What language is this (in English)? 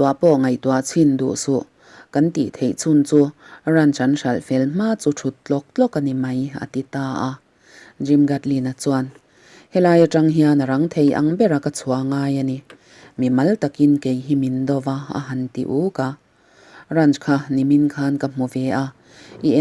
Mizo